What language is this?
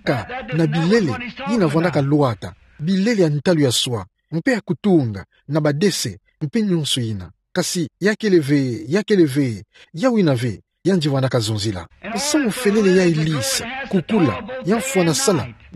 Kituba (Democratic Republic of Congo)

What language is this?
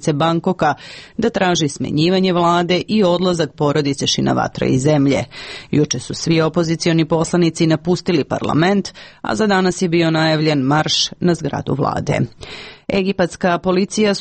Serbian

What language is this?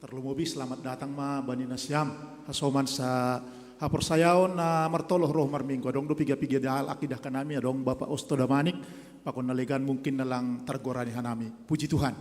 Batak Simalungun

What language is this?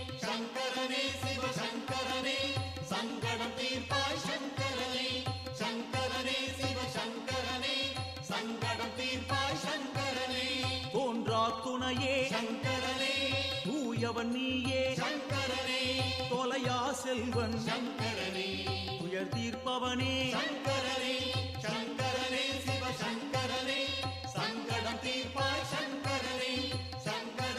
Tamil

